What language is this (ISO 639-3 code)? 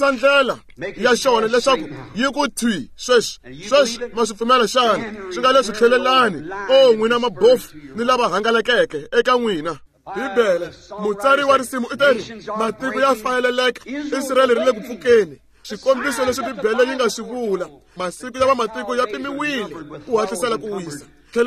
tso